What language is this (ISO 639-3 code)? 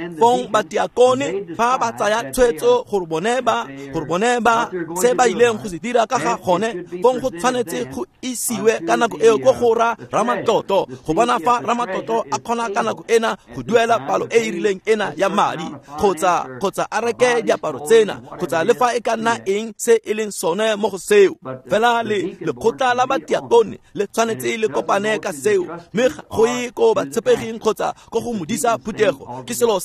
tsn